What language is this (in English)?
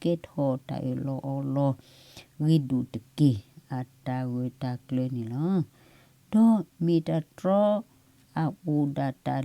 S'gaw Karen